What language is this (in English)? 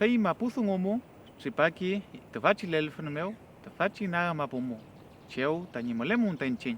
Mapuche